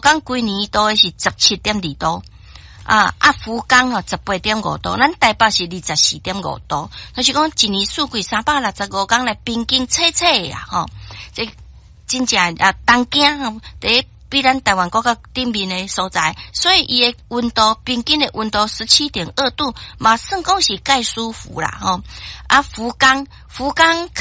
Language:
Min Nan Chinese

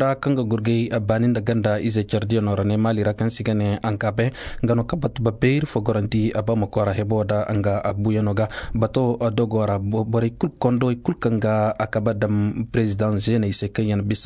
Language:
Koyraboro Senni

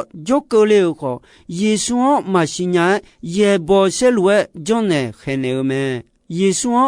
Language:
Akha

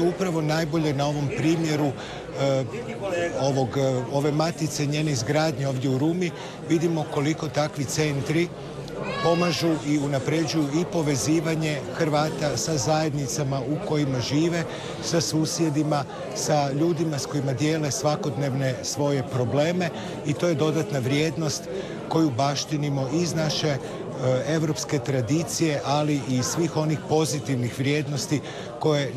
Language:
Croatian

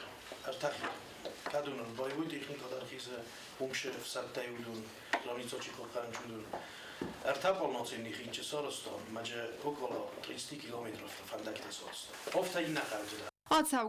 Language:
Ossetic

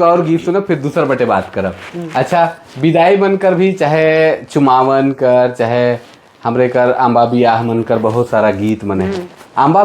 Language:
Sadri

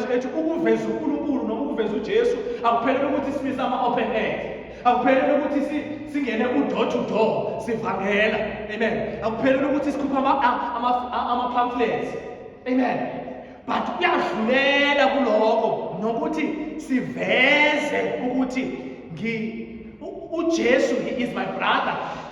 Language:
Zulu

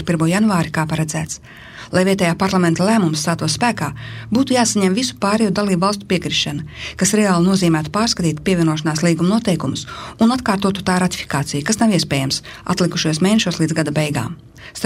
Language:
Latvian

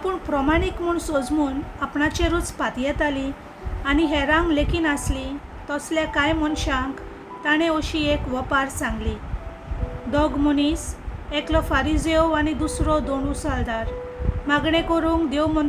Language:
Konkani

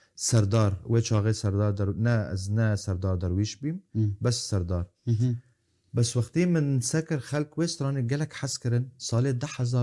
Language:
Kurdish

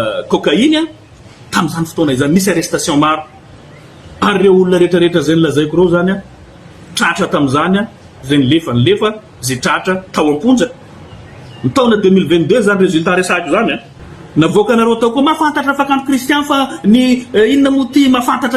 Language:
Malagasy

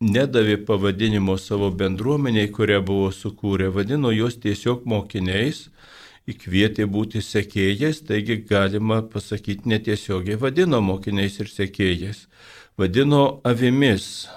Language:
Lithuanian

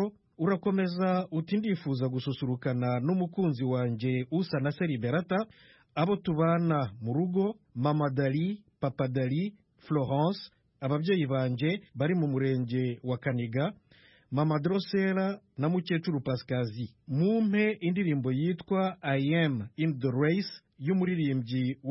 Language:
Kinyarwanda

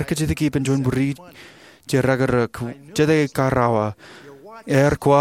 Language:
Marshallese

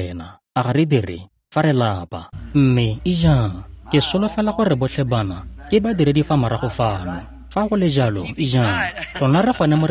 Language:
Tswana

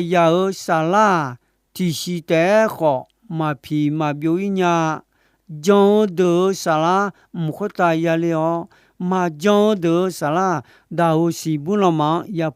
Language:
Akha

